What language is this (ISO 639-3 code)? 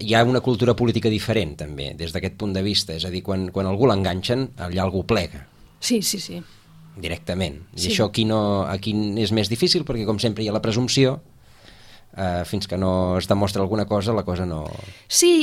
cat